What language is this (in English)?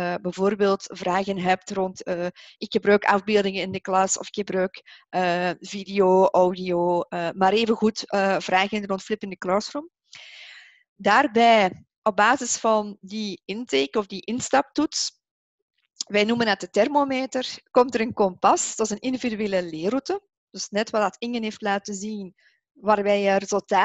Dutch